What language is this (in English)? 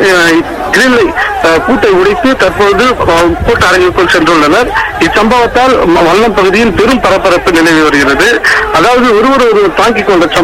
Tamil